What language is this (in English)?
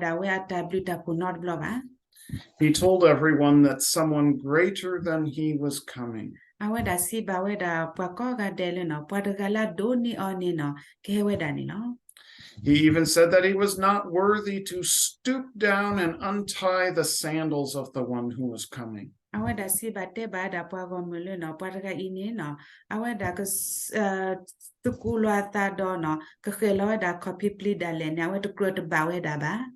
S'gaw Karen